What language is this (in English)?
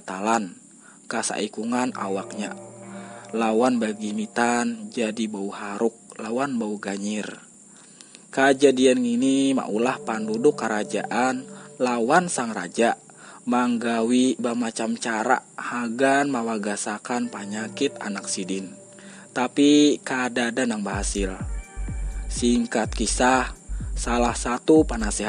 Banjar